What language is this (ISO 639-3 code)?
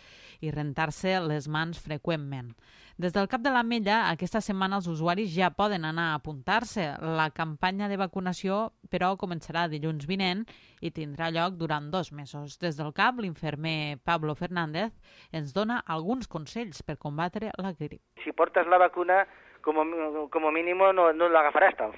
cat